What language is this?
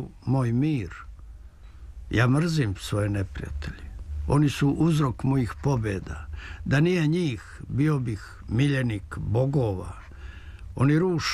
Serbian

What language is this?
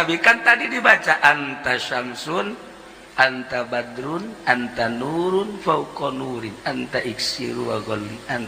Sundanese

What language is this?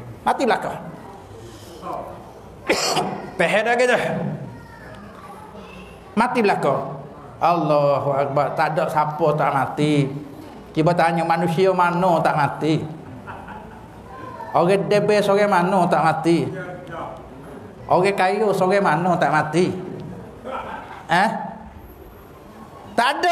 Malay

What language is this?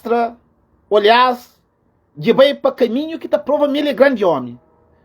Kabuverdianu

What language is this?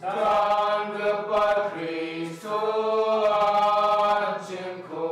Garo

